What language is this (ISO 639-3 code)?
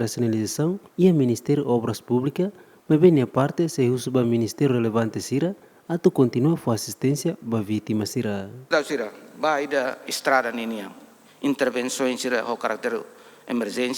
tet